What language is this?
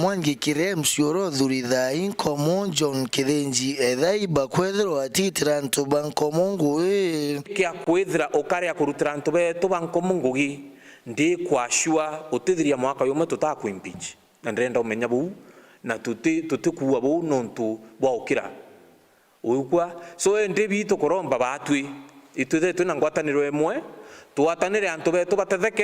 Meru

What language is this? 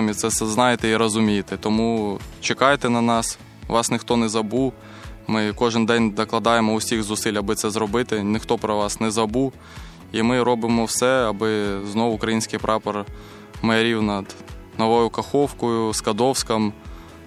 Ukrainian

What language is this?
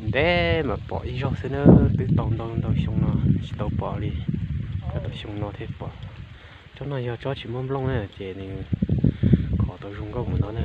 Hmong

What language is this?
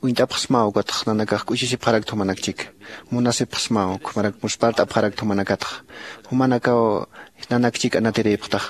Aymara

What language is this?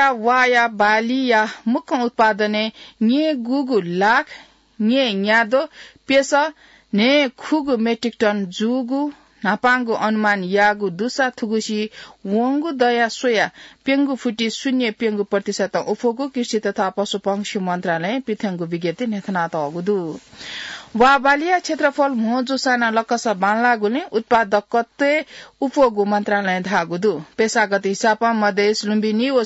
Newari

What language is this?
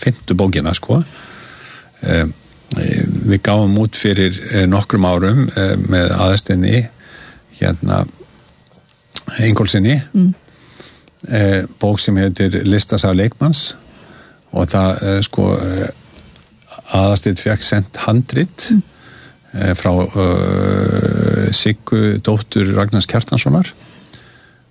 Icelandic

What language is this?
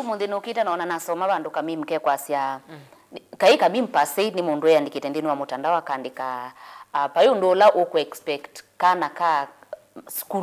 Kamba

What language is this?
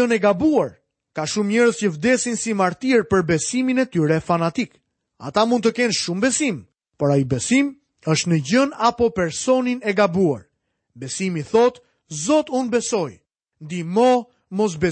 Albanian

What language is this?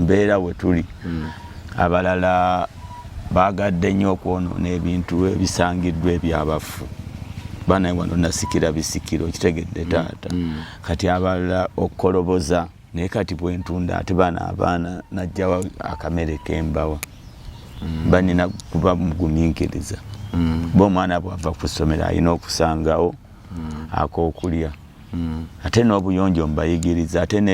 Ganda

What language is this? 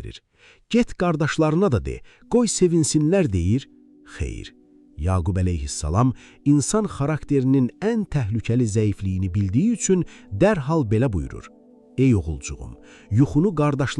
Azerbaijani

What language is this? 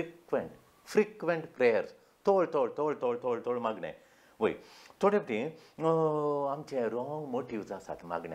Konkani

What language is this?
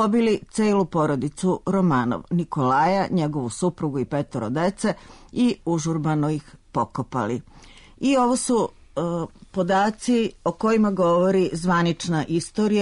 Serbian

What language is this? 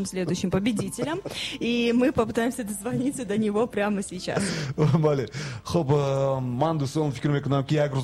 Tajik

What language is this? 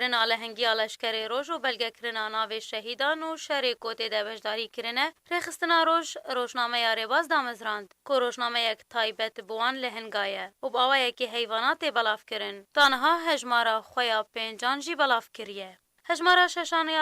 Kurdish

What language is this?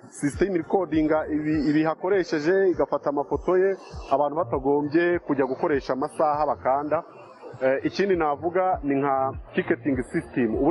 Kinyarwanda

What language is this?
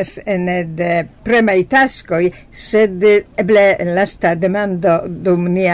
Esperanto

